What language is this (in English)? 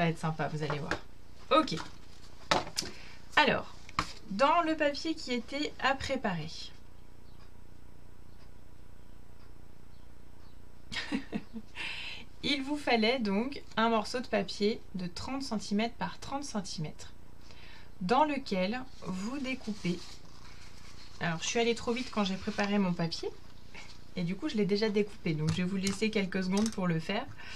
French